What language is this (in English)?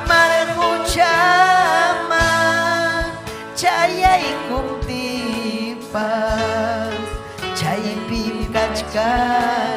Ayacucho Quechua